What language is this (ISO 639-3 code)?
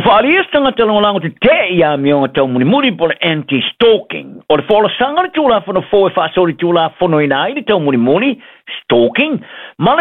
smo